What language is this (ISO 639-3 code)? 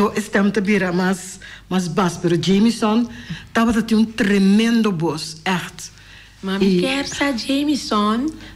pap